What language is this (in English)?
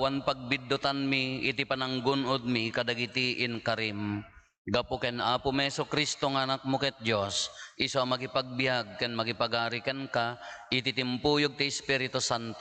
Iloko